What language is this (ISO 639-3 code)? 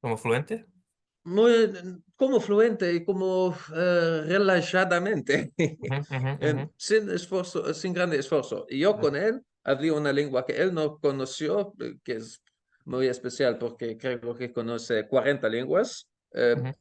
lad